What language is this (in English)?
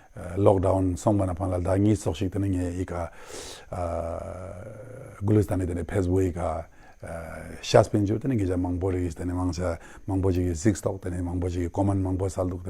Ladakhi